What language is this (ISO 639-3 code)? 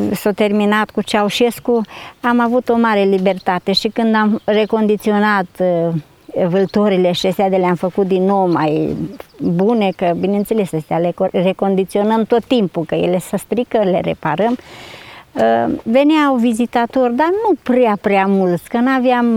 ron